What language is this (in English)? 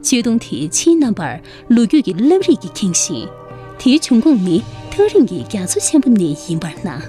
Tibetan